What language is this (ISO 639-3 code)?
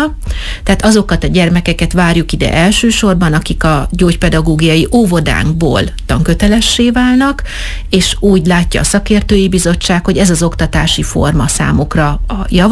hun